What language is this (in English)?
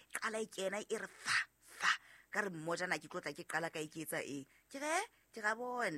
Southern Sotho